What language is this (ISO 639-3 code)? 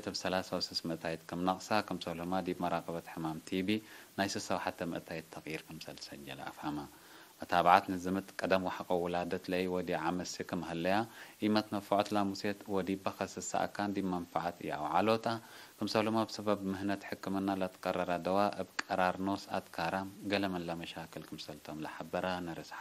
tig